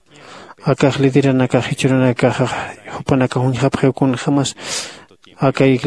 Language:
Aymara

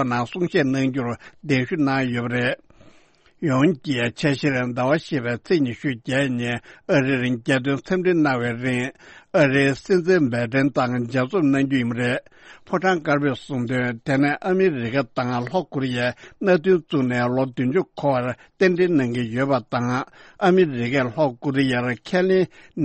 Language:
Tibetan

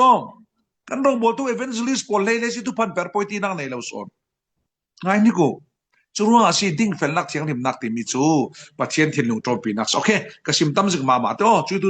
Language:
Falam Chin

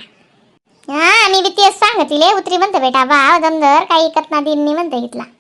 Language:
Khandesi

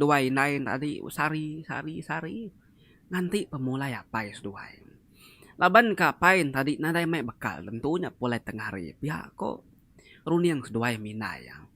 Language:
Iban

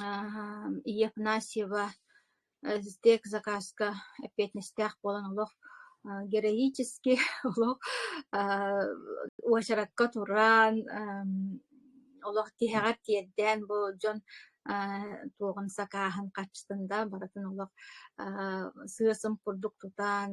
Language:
Yakut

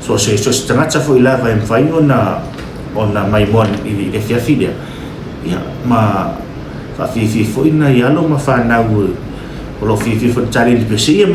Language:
Samoan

